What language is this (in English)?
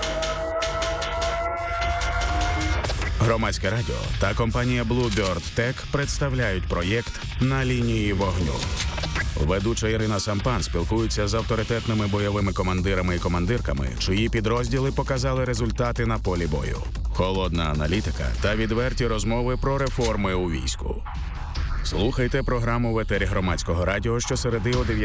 Ukrainian